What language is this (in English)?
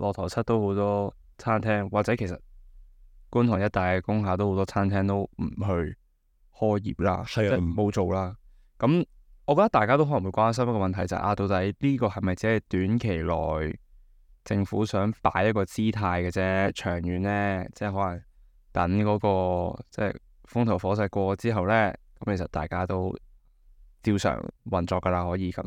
Cantonese